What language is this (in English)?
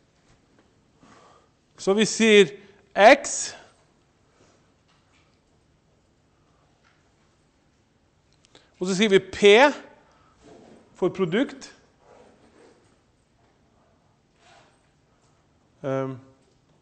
Norwegian